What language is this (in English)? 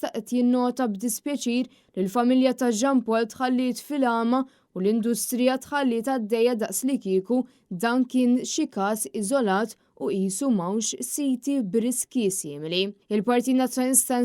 Maltese